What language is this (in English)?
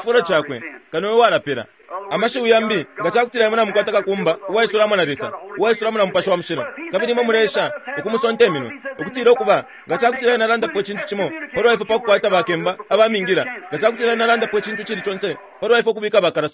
Bemba